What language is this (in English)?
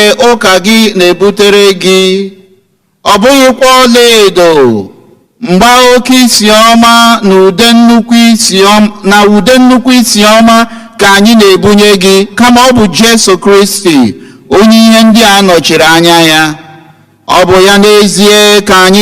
Igbo